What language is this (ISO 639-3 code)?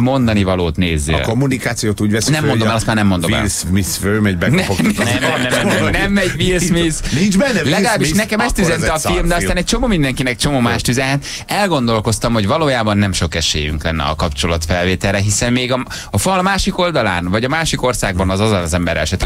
hun